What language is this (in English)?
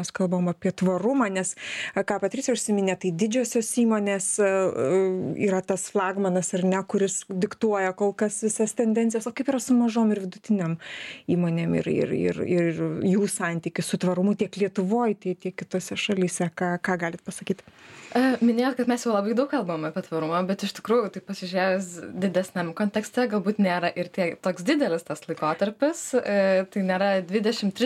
Lithuanian